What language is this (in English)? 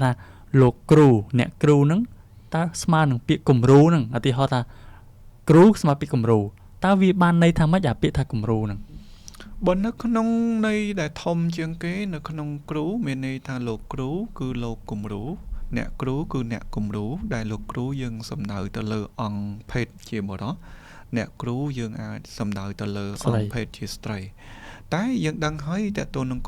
Khmer